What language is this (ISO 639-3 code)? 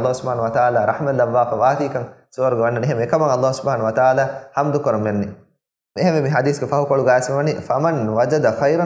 div